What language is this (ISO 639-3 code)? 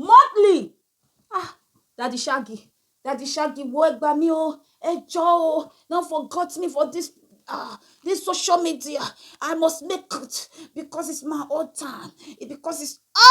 pcm